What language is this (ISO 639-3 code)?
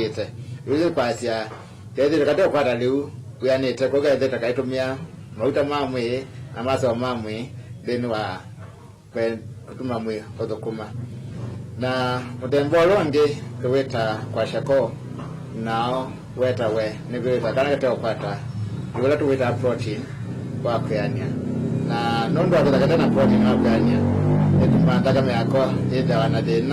kam